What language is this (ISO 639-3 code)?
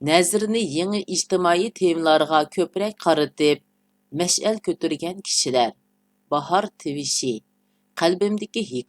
uig